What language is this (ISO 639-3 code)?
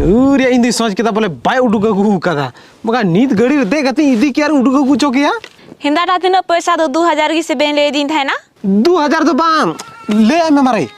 sat